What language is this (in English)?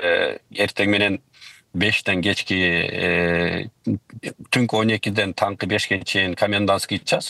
Kyrgyz